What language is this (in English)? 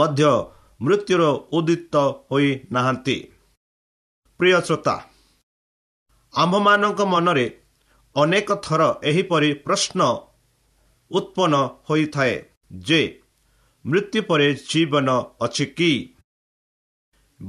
Odia